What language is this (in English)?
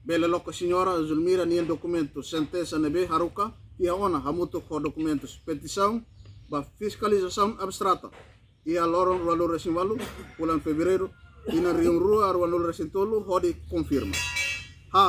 Tetum